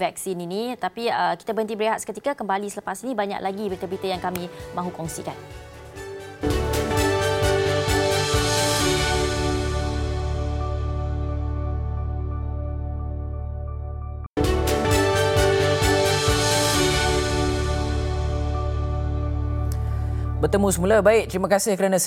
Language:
Malay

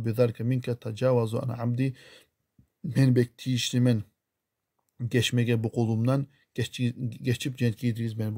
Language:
Kumyk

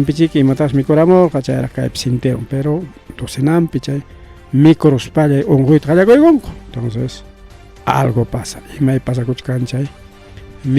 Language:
Ayacucho Quechua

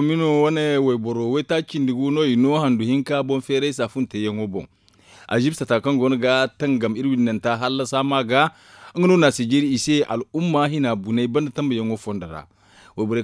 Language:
Zarma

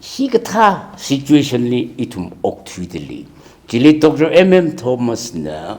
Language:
Tangkhul Naga (India)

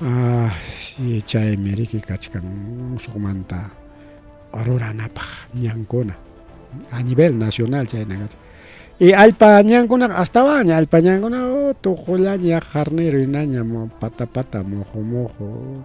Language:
Ayacucho Quechua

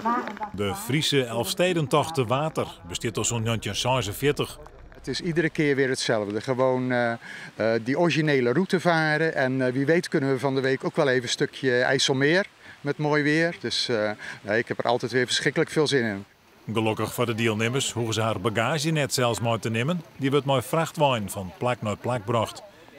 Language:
Western Frisian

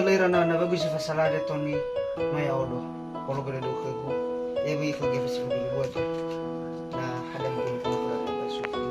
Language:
Nias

